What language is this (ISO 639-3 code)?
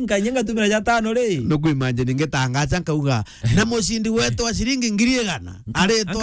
mer